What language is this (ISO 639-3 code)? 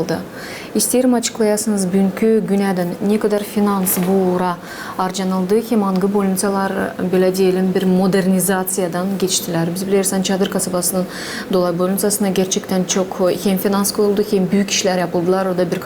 gag